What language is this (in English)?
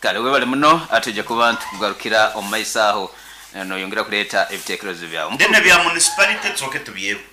Nyankole